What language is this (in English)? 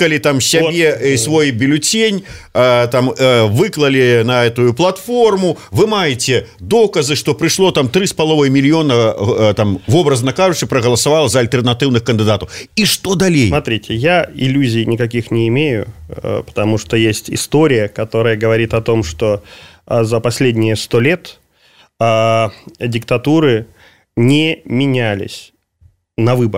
Belarusian